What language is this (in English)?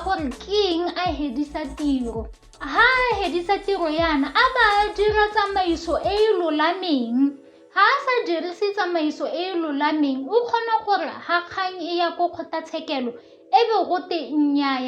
Tswana